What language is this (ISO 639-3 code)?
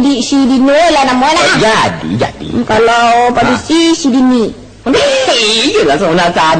min